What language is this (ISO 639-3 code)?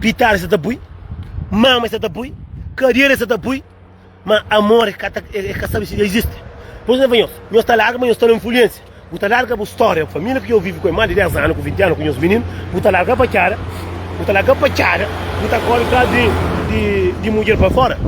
kea